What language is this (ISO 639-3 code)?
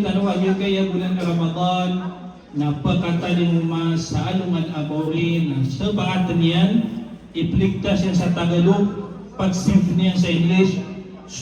mrw